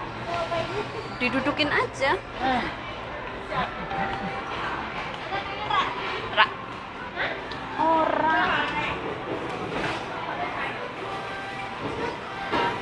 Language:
Indonesian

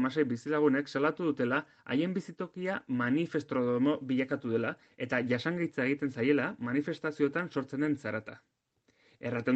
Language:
Basque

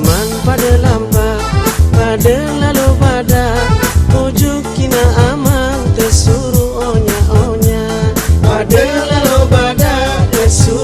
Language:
Sasak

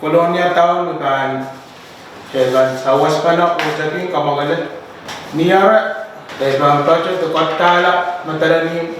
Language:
Pohnpeian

